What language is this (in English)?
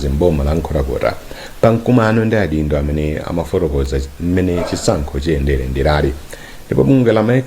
Nyanja